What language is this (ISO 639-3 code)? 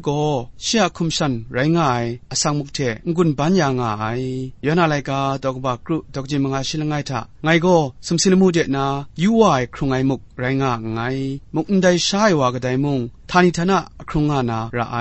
kac